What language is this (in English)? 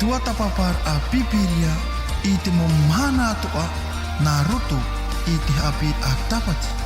Tahitian